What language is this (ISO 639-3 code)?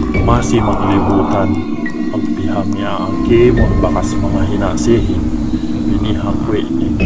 yka